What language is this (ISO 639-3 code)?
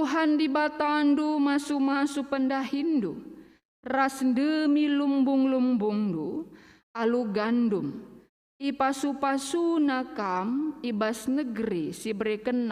btx